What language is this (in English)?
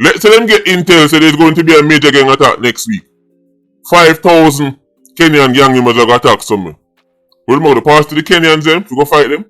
Jamaican Creole English